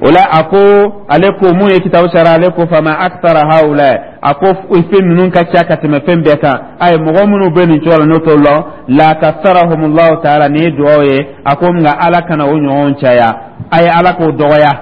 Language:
Dyula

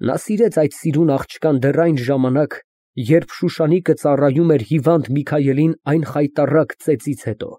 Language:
Armenian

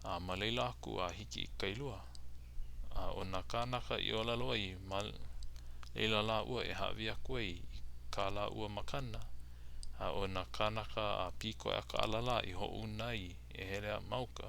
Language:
Hawaiian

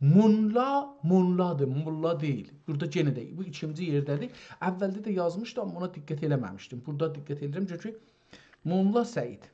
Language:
South Azerbaijani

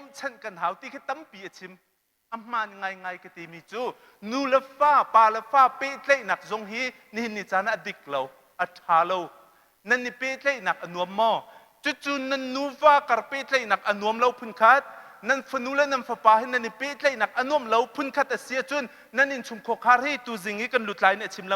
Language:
Hakha Chin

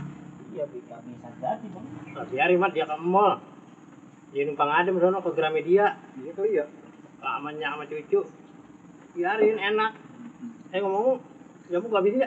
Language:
Betawi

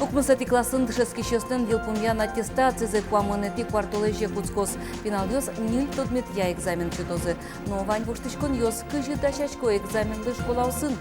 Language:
Udmurt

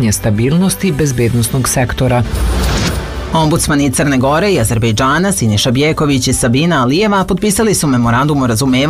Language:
Serbian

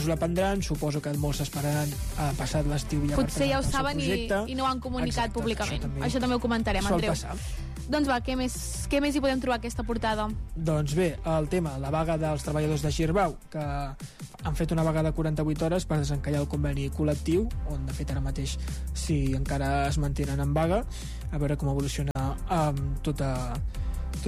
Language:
Catalan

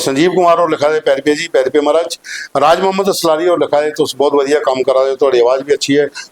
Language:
Dogri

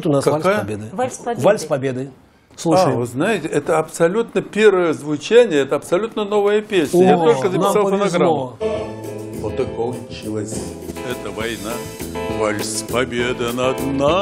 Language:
Russian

